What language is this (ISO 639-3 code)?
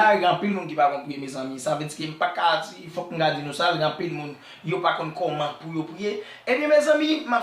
hat